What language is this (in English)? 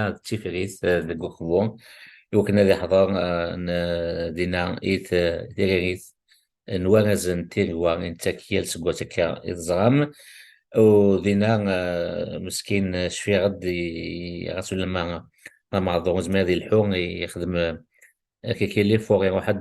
Kabyle